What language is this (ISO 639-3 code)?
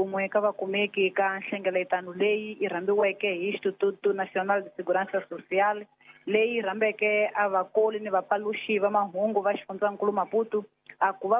tso